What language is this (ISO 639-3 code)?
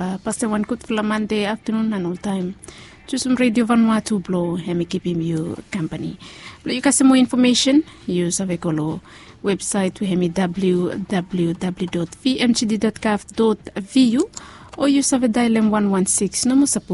bis